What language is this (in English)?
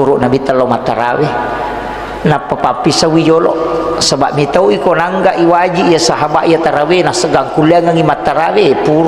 Buginese